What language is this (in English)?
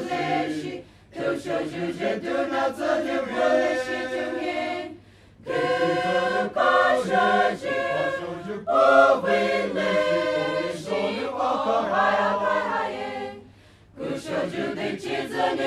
Poumei Naga